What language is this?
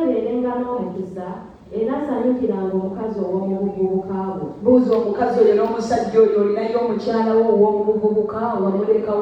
Ganda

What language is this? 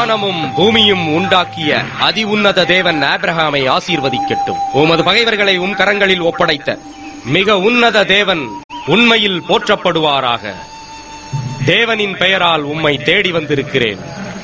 Tamil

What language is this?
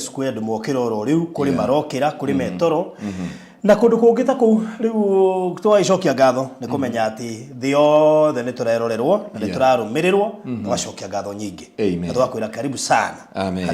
Kikuyu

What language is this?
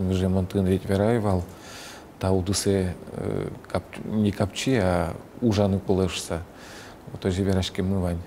Udmurt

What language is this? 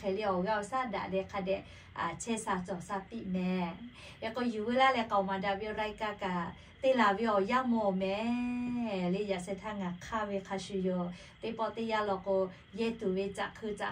Lahu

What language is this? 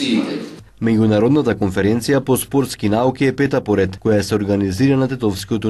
Macedonian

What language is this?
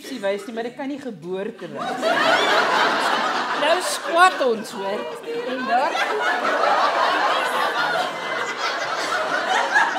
Afrikaans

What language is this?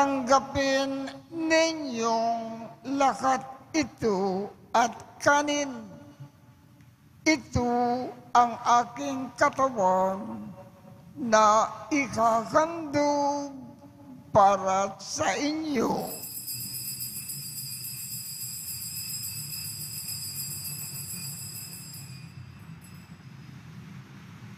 Filipino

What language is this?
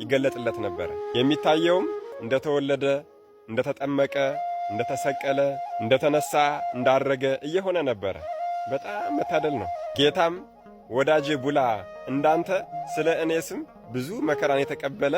Amharic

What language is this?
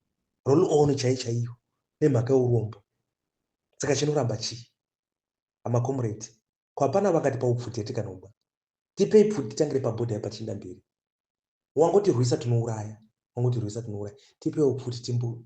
Shona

